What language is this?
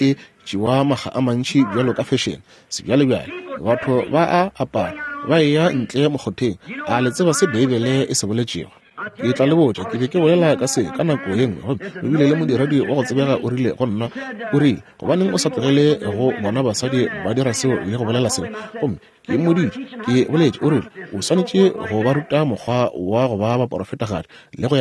Northern Sotho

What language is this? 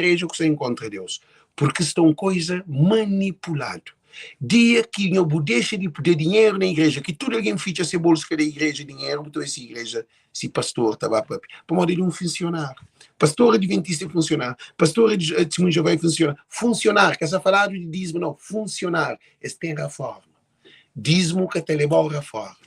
Kabuverdianu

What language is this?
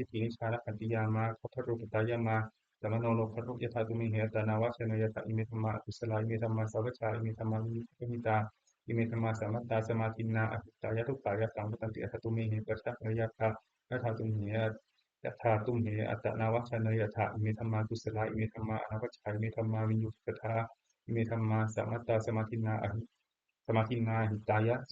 Pali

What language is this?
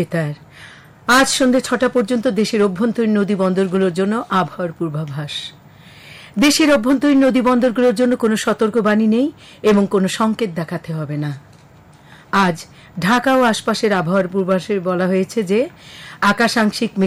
Bangla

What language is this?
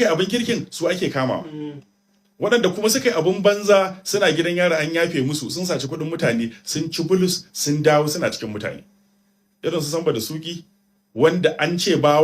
Hausa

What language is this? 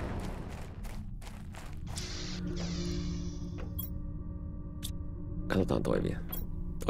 Finnish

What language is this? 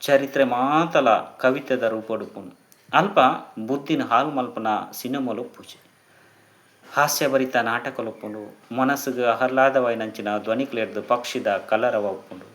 Tulu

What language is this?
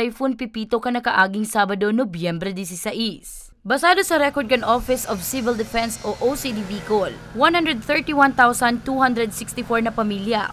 Bikol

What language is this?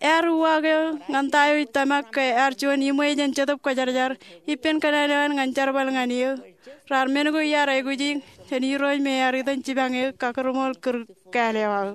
Marshallese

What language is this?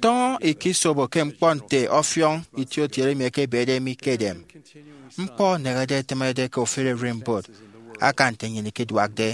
Efik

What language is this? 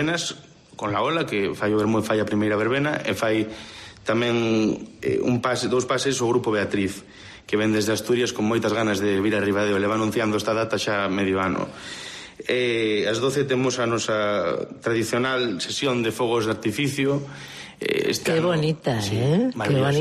Galician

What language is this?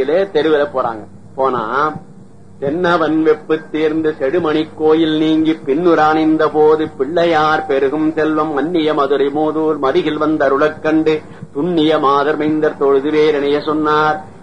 Tamil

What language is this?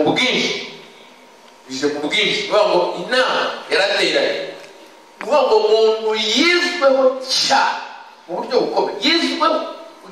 Kinyarwanda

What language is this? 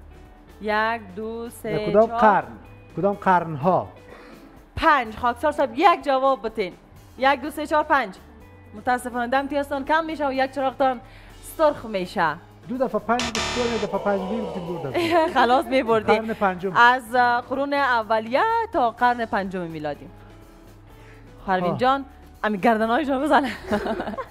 Persian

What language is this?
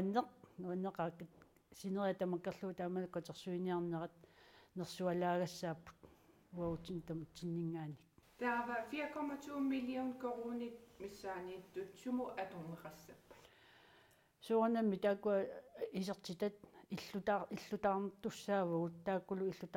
Kalaallisut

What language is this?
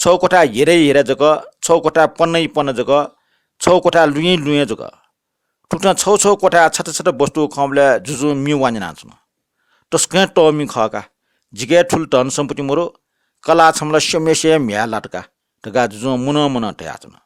Newari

